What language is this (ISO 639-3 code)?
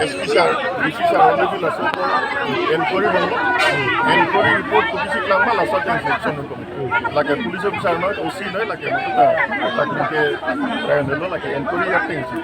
mjw